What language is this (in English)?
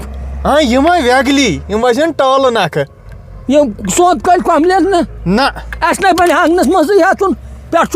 Kashmiri